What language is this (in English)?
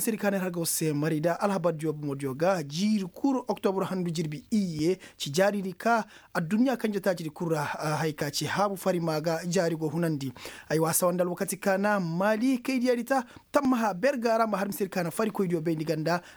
Koyraboro Senni